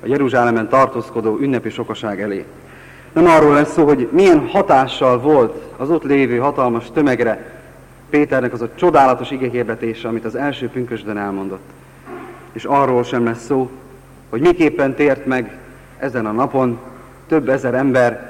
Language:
Hungarian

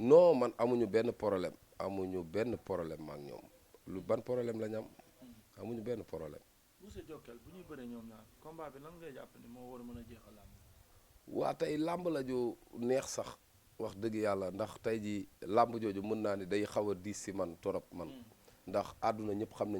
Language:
Wolof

